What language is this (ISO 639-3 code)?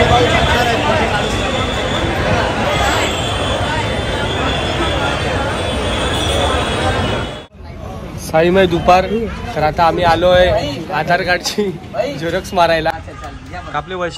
mar